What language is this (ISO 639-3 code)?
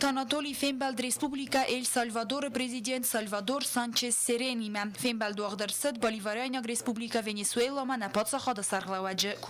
oss